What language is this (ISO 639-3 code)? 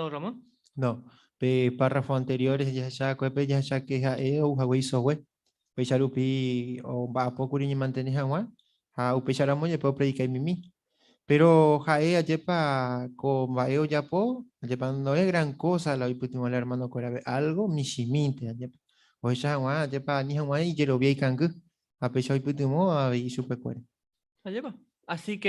grn